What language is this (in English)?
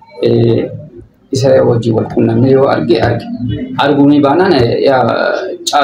Oromo